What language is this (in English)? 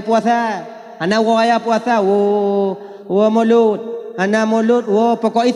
Achinese